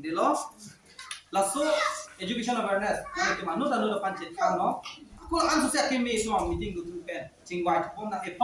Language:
Karbi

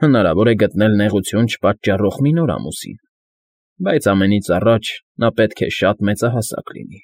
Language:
Armenian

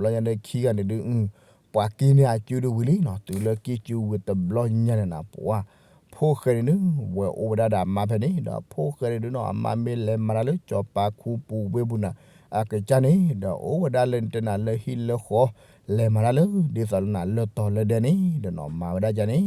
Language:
S'gaw Karen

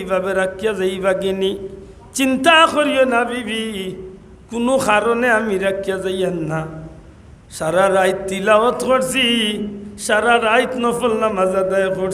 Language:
Sylheti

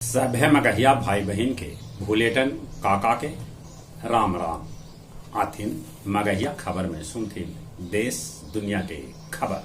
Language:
Magahi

